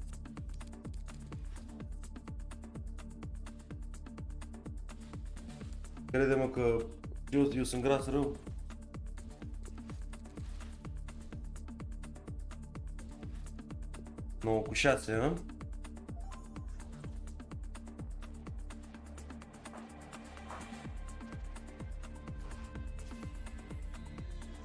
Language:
Romanian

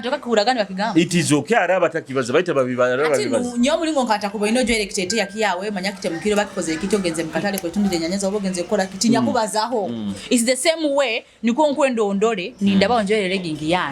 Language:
Nyoro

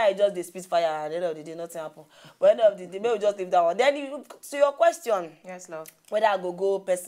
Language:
Nigerian Pidgin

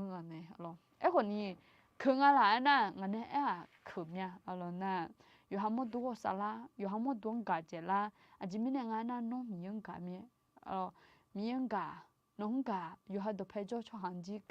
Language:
Akha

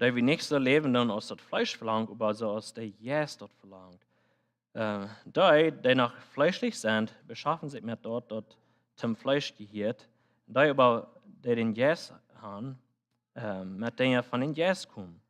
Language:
Plautdietsch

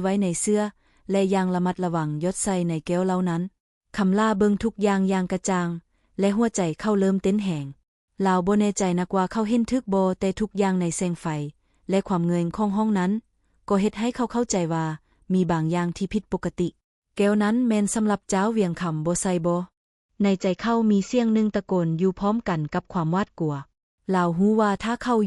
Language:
Lao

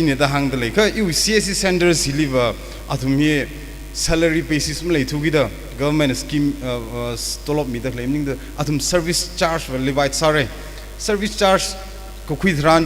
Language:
Tangkhul Naga (India)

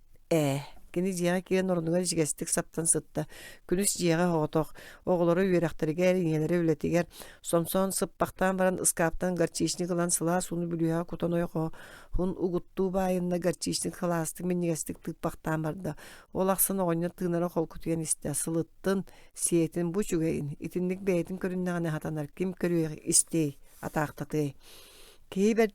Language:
Yakut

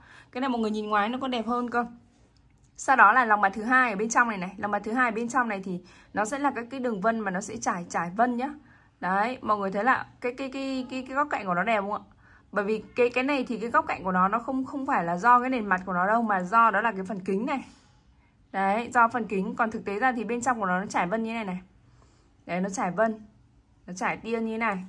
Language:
Vietnamese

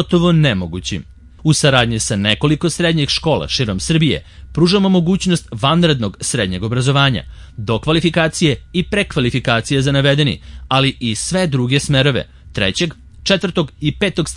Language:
Serbian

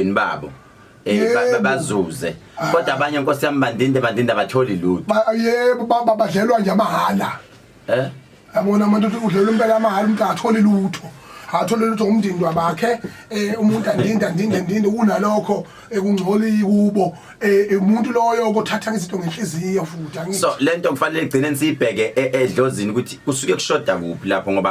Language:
Zulu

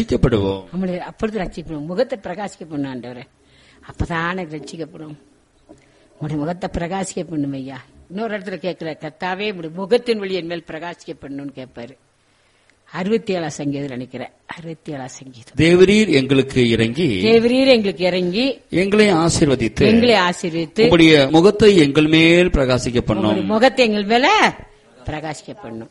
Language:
Tamil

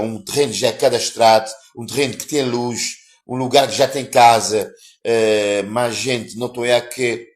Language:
Kabuverdianu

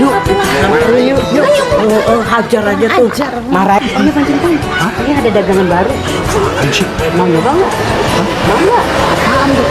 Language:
Betawi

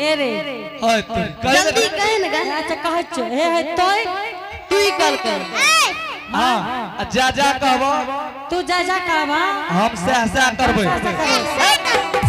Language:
Angika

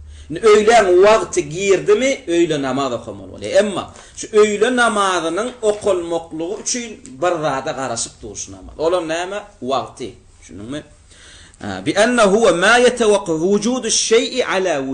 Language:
Turkmen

